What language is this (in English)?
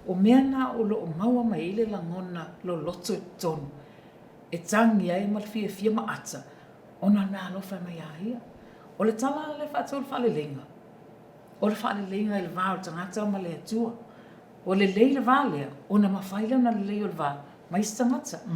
Samoan